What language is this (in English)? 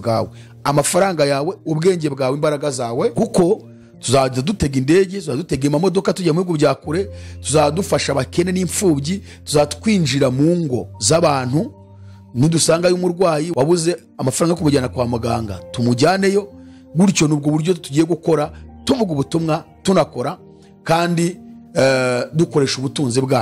Kinyarwanda